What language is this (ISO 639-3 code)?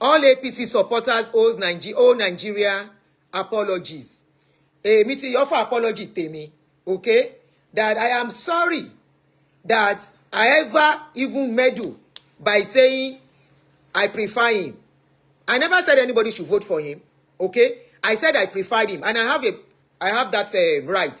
yor